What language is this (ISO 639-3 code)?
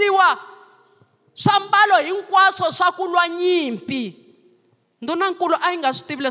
tso